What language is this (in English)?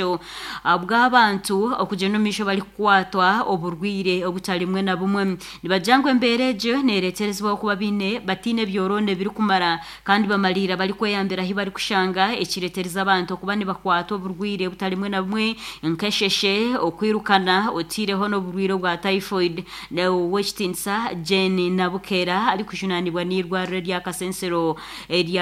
Nyankole